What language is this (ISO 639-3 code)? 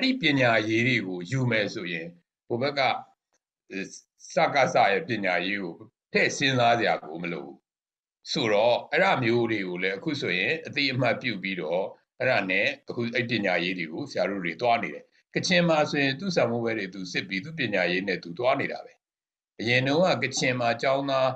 mya